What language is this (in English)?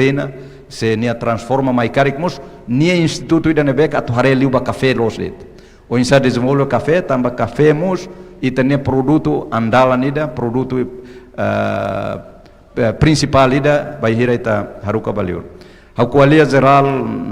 Tetum